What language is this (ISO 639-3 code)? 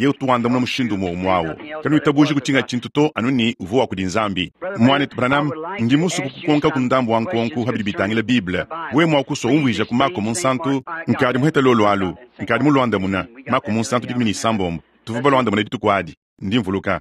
lua